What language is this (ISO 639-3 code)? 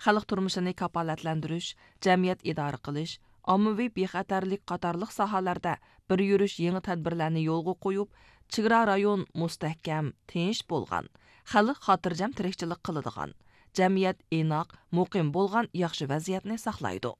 uig